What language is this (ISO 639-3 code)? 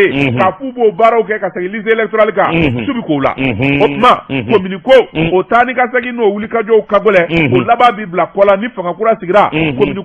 bam